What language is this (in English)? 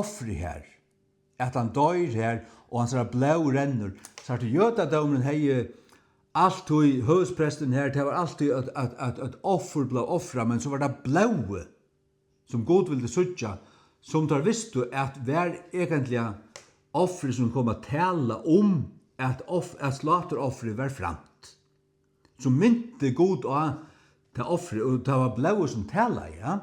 Faroese